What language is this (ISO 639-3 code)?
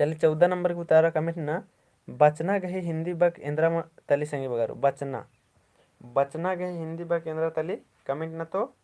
kru